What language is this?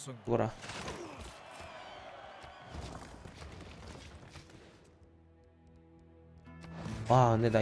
Korean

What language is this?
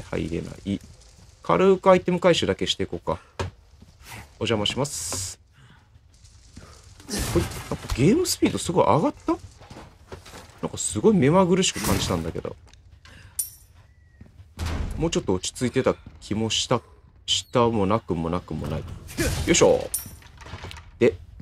Japanese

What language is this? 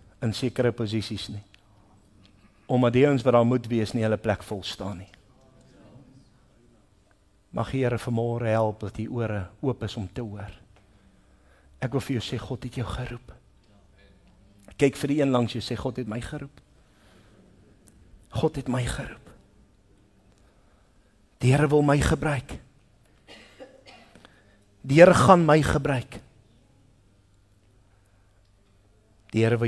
Afrikaans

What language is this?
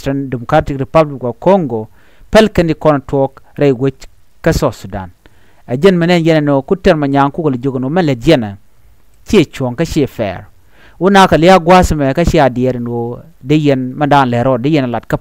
Nuer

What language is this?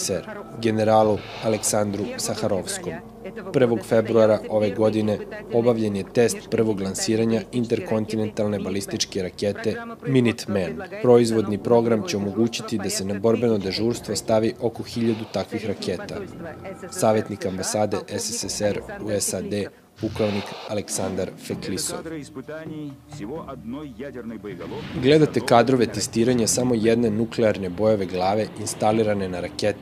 Serbian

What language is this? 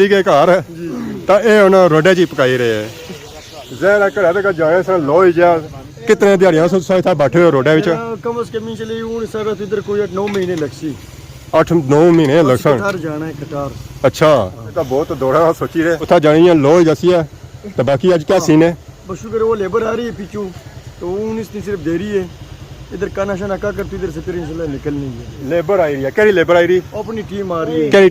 Pahari-Potwari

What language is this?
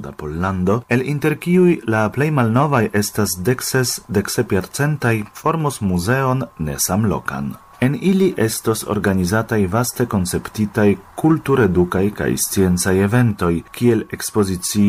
Esperanto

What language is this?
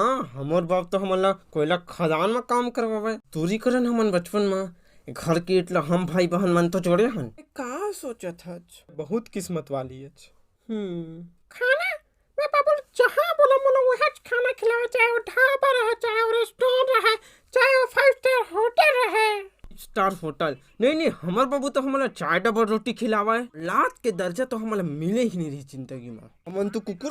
Chhattisgarhi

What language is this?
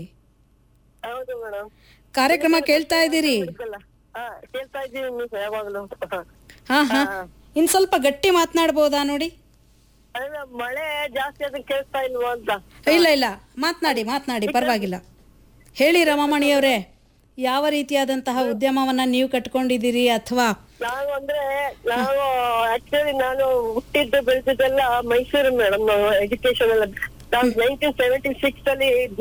Kannada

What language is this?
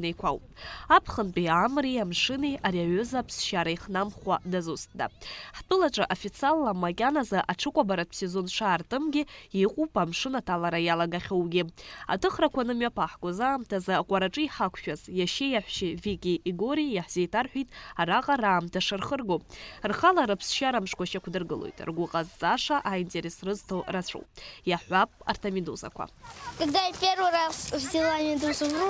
Abkhazian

